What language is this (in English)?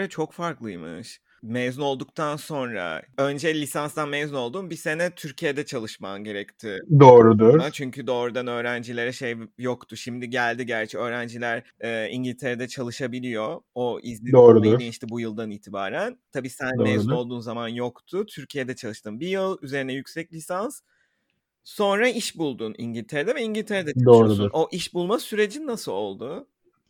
Turkish